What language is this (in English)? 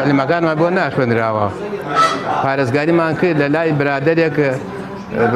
Central Kurdish